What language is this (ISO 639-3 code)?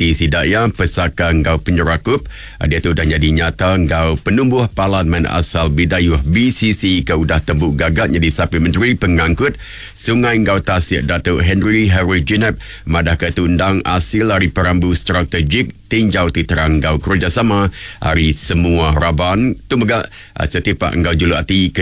iba